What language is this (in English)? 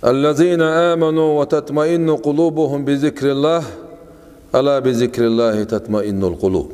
Chechen